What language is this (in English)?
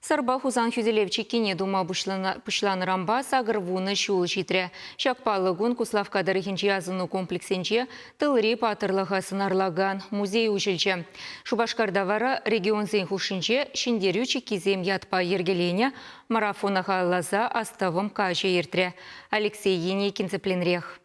Chuvash